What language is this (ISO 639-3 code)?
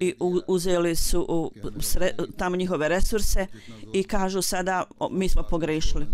bos